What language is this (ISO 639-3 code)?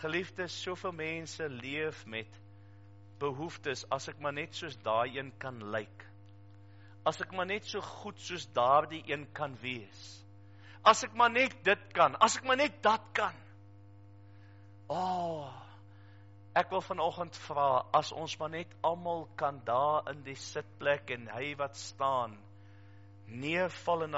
afr